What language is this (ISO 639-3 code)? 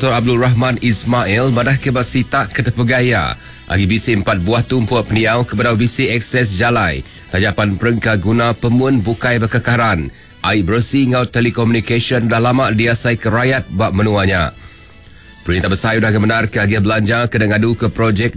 iba